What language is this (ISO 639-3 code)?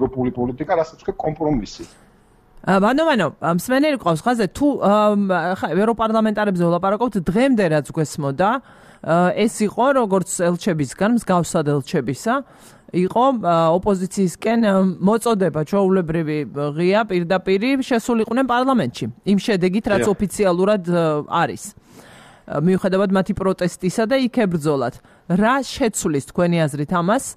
kat